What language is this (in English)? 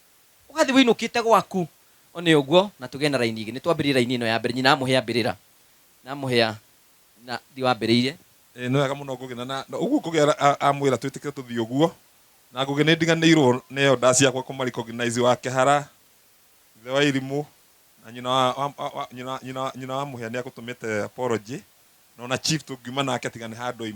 Kikuyu